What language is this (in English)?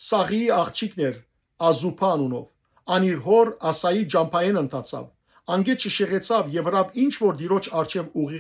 Western Armenian